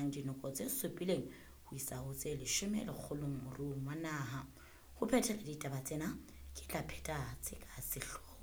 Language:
Southern Sotho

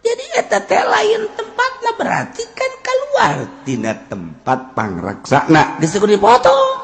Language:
Sundanese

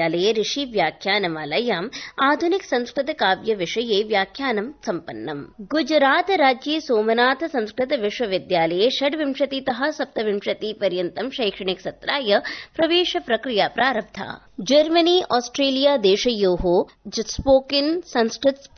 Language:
Sanskrit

